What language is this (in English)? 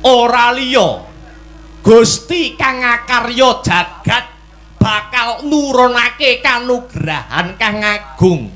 Javanese